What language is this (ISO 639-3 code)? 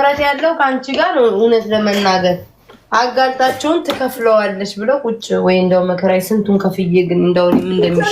amh